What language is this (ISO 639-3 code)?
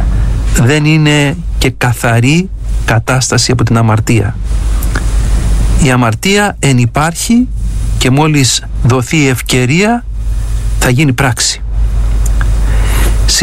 ell